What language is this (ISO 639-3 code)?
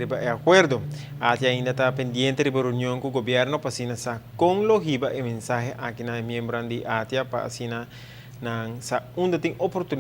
pap